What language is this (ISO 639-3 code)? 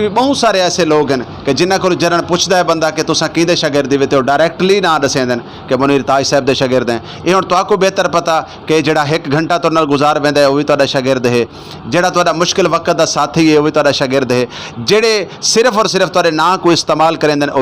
skr